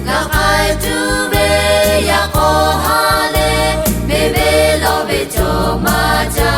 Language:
Lahu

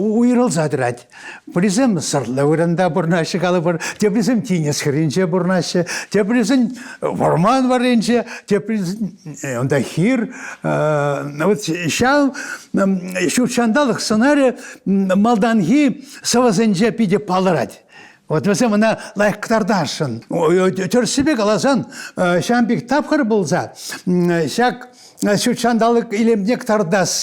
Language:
Chuvash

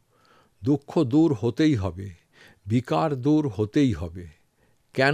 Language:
Bangla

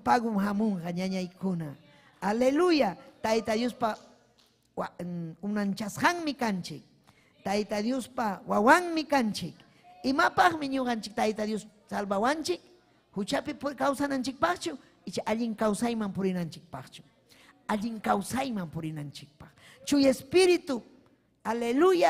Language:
Ayacucho Quechua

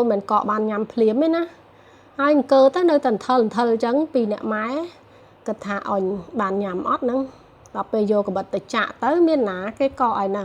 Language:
Khmer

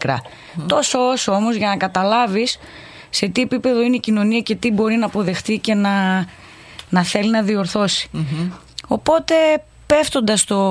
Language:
Greek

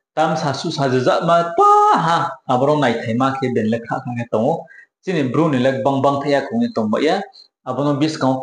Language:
Riang (India)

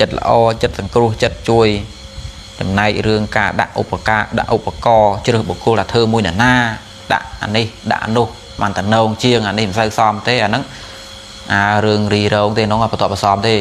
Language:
Khmer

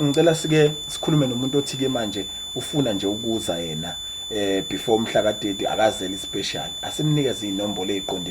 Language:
Zulu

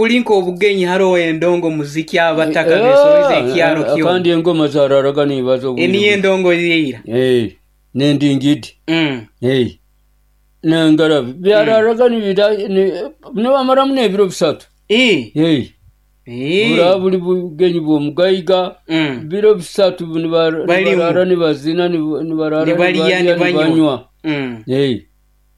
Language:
Nyoro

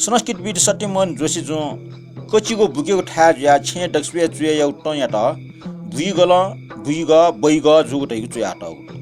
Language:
Newari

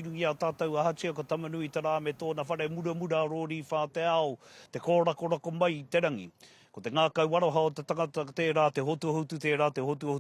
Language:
Māori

